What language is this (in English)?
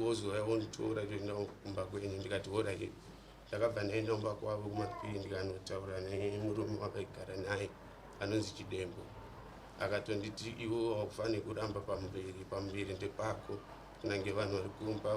Shona